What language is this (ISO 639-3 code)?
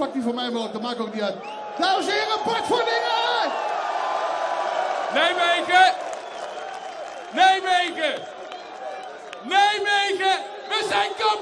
nld